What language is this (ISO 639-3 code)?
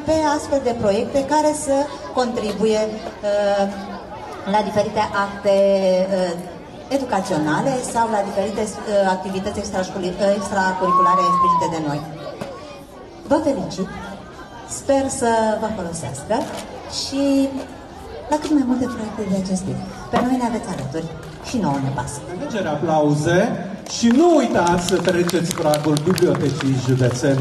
ron